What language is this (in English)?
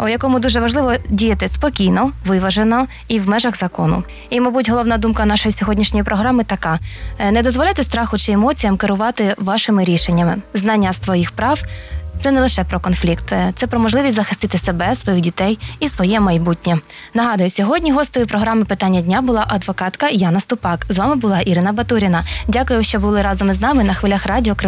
Ukrainian